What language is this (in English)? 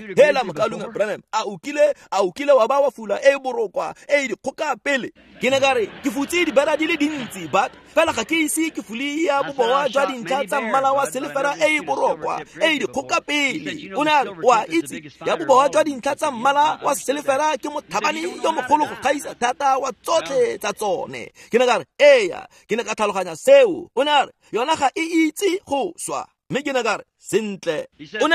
Tswana